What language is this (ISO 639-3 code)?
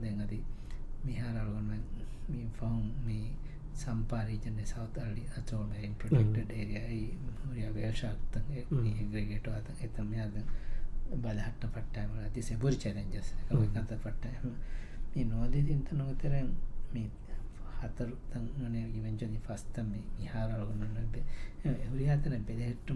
div